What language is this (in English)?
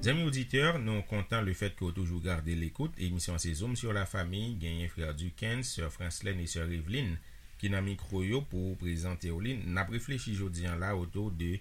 Haitian Creole